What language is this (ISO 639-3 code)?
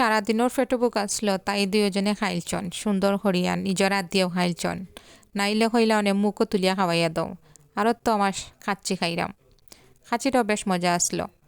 syl